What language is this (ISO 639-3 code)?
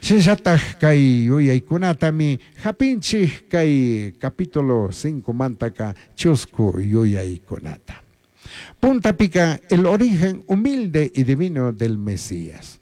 qug